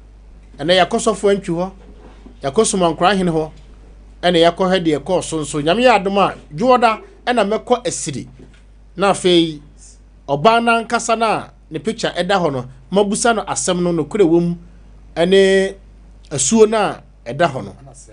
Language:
Akan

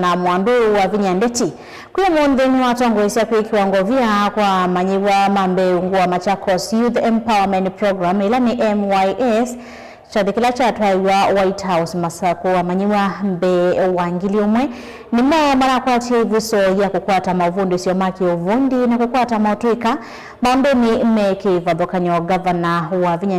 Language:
Kamba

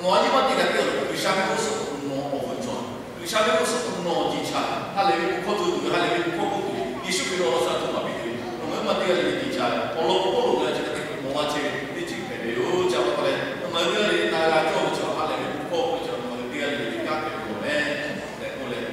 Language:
Lahu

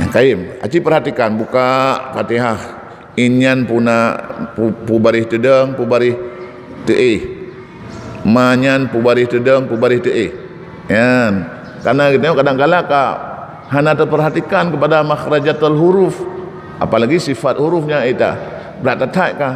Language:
Achinese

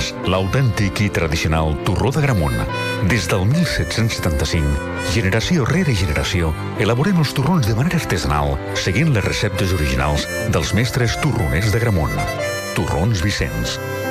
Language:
Catalan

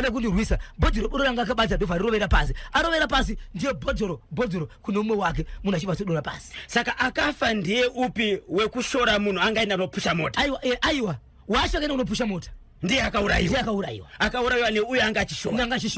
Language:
Shona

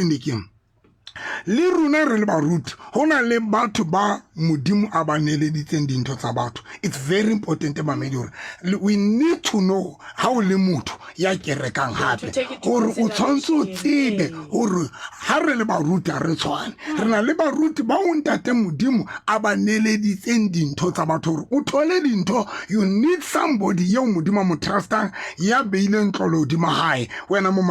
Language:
Southern Sotho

